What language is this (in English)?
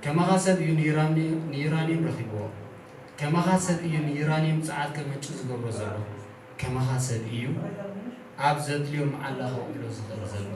Tigrinya